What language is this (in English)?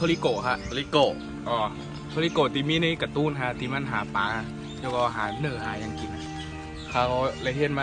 Shan